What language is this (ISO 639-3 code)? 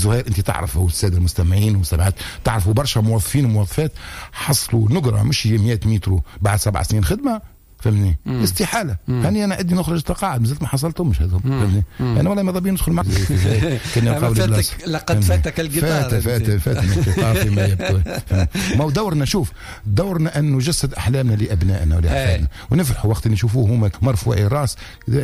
aeb